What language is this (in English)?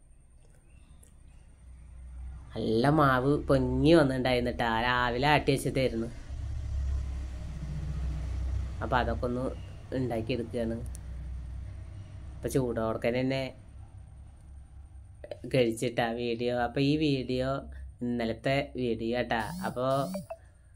Malayalam